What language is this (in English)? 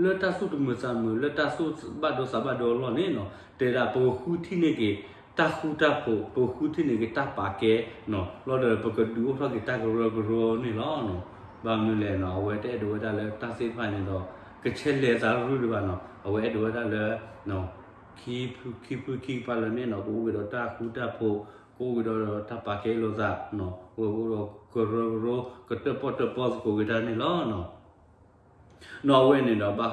S'gaw Karen